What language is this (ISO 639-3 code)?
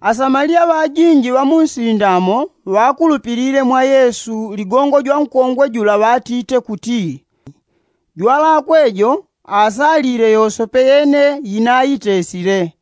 yao